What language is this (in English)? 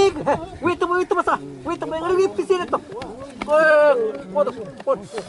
Xavánte